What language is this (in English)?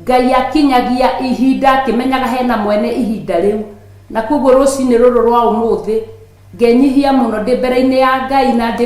Kikuyu